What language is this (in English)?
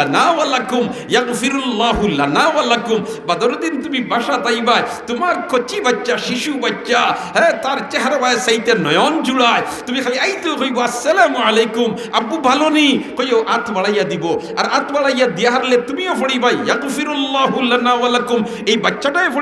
Sylheti